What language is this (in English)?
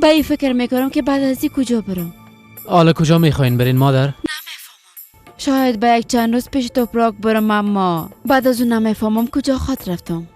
Persian